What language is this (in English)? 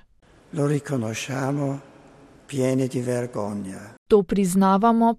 Slovenian